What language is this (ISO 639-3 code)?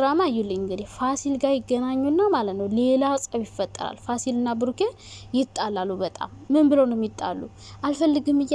amh